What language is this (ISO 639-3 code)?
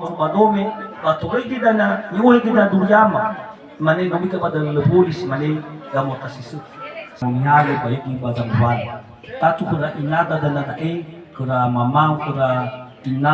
nia